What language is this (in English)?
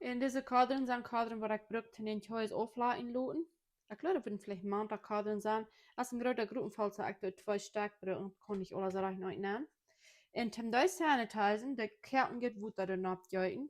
Plautdietsch